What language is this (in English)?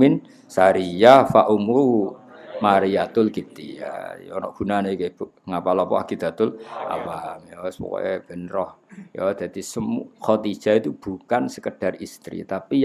Javanese